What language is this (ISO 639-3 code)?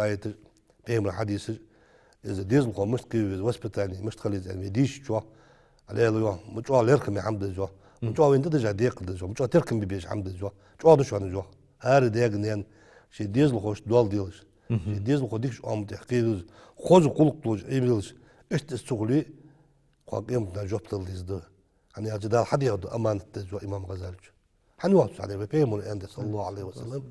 inh